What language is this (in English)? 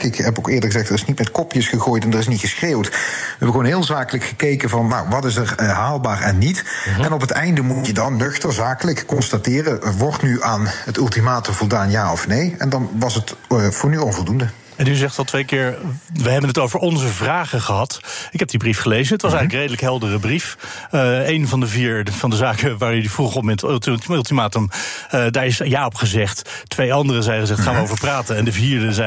Dutch